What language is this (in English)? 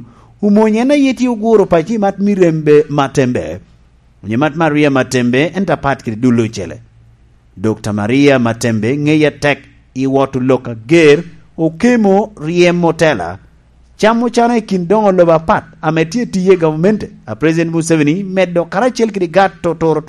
Lango (Uganda)